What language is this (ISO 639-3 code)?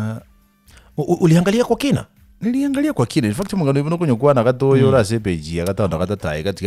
guz